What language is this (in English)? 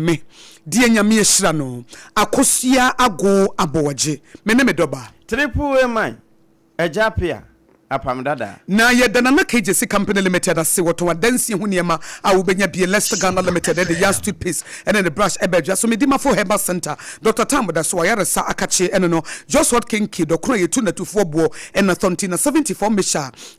Akan